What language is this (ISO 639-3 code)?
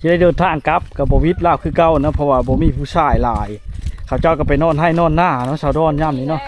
lao